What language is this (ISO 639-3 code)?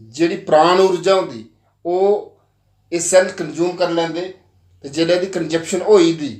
doi